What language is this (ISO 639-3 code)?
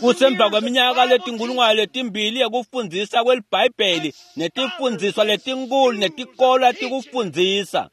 ssw